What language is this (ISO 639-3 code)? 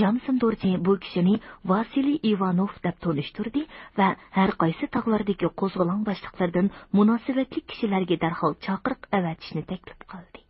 uig